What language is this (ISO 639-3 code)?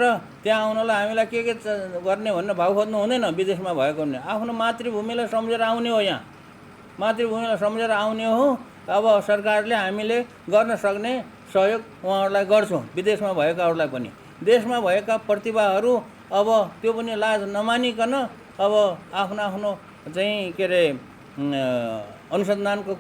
nep